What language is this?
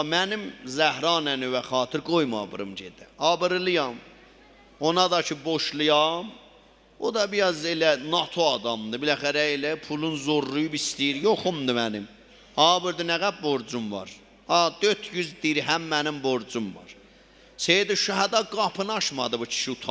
South Azerbaijani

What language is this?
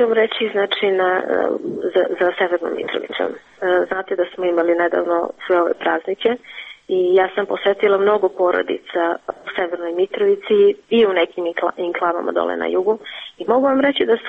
Serbian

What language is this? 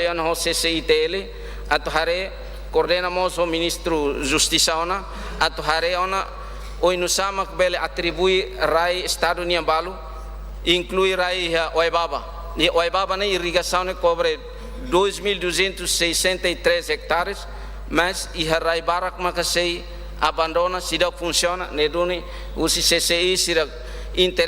Tetum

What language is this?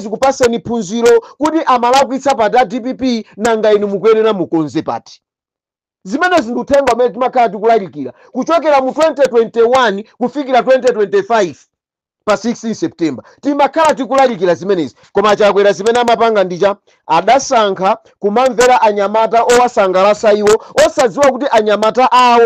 Nyanja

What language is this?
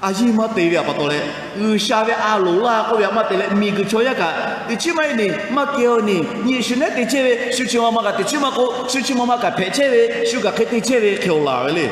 Lahu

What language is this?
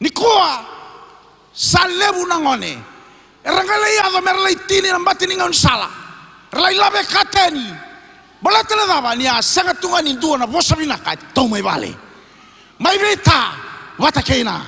Fijian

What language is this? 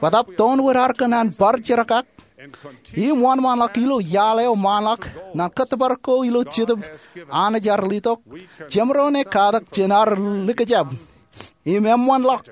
Marshallese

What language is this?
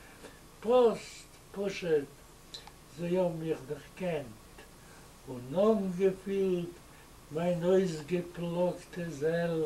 Yiddish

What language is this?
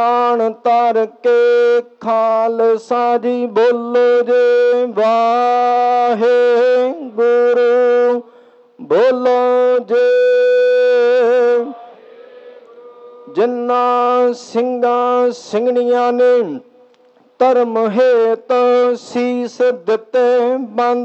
Punjabi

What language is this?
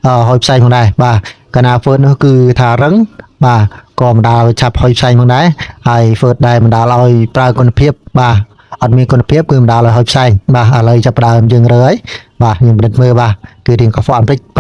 Khmer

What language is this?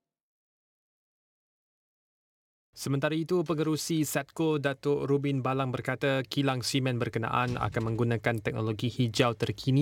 Malay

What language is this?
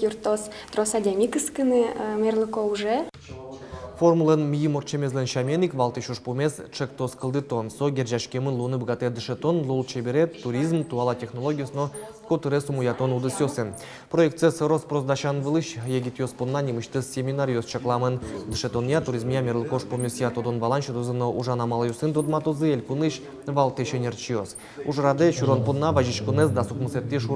Udmurt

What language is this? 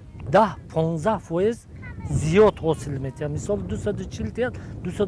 Tajik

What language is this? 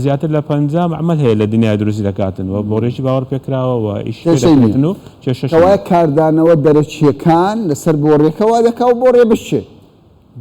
Central Kurdish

